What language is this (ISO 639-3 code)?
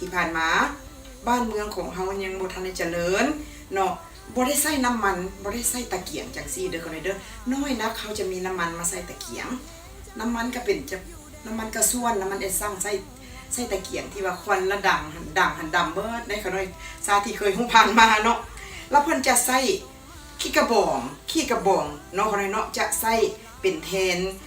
lao